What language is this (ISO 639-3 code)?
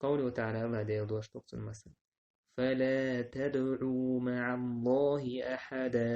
che